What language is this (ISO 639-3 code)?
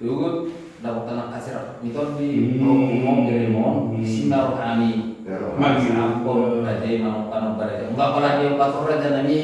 bbc